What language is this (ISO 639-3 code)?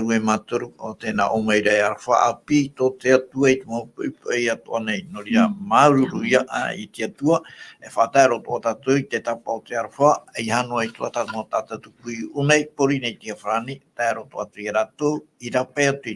tah